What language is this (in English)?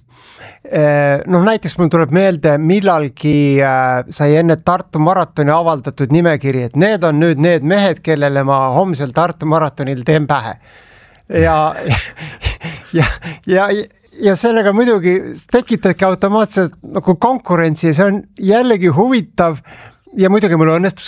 Estonian